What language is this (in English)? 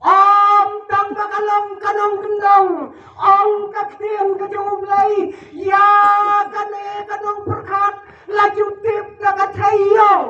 Khasi